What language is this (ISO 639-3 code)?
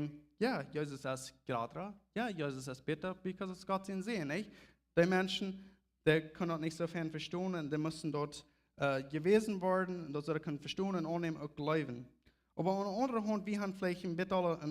pdt